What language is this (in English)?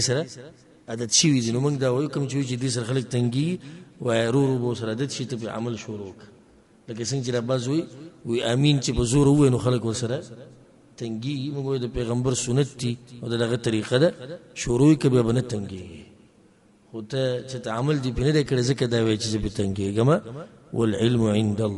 Pashto